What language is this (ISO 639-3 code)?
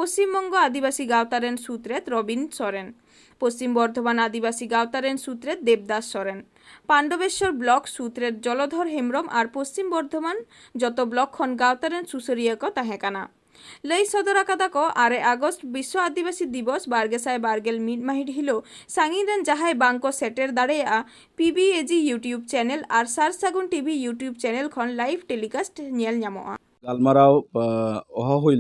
sat